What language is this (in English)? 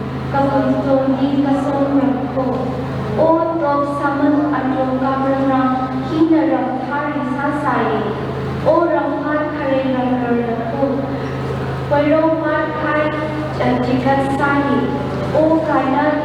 Manipuri